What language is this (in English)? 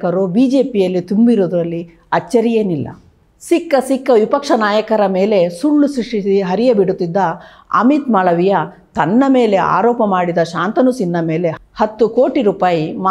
Kannada